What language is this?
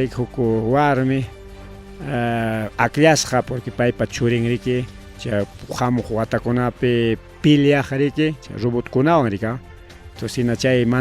Ayacucho Quechua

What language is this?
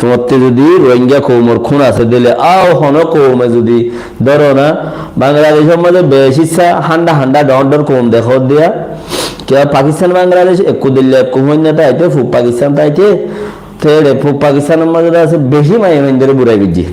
Rohingya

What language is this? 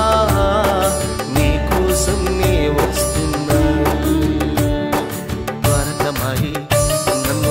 Telugu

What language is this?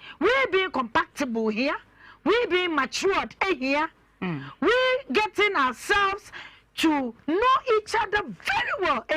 Akan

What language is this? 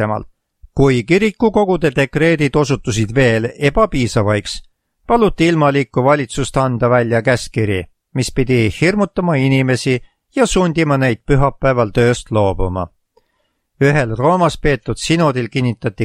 Estonian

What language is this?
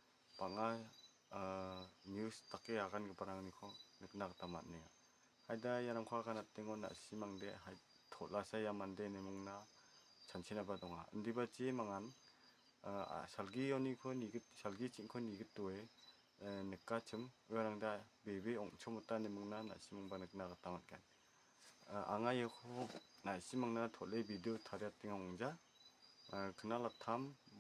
Garo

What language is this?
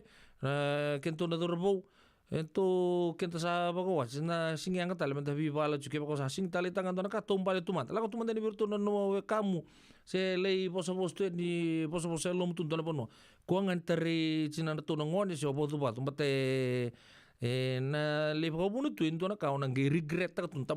Fijian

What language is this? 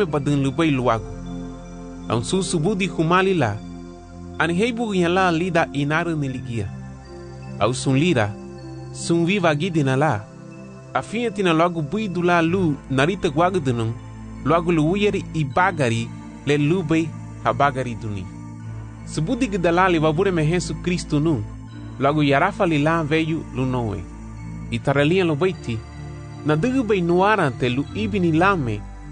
Garifuna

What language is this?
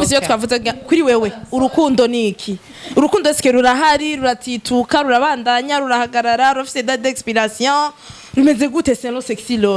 Rundi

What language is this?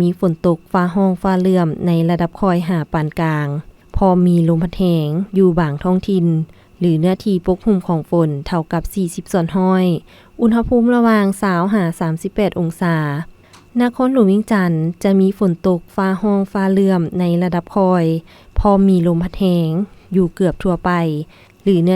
Lao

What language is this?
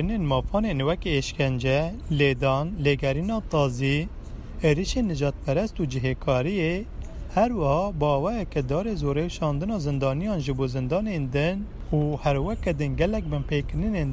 Kurdish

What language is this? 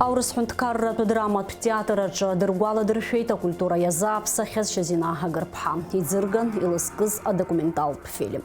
Abkhazian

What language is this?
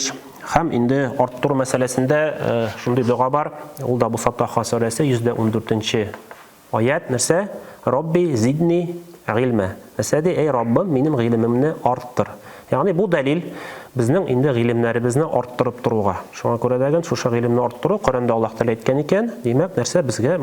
Tatar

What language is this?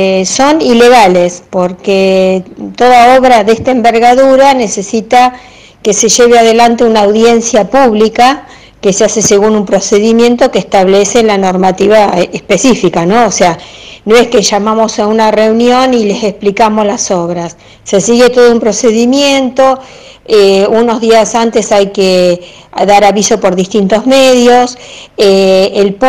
Spanish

